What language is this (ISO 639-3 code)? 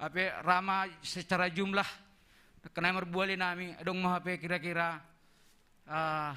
bts